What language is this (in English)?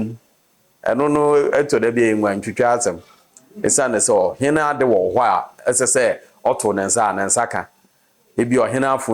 Akan